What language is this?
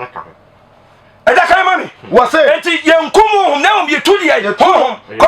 Akan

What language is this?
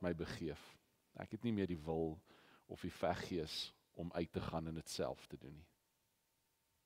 Afrikaans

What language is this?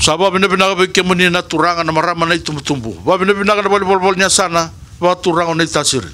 Fijian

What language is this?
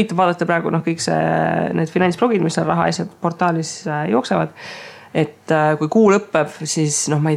Estonian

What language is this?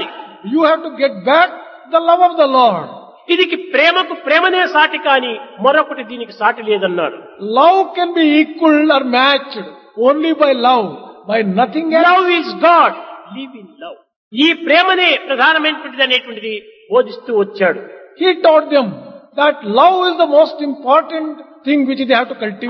Telugu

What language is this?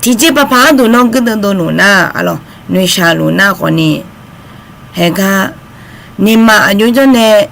Akha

